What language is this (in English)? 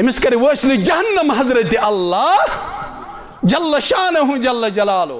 Kashmiri